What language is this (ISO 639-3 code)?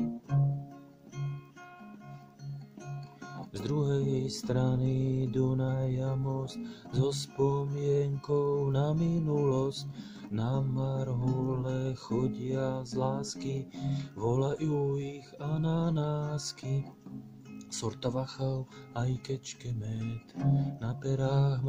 slk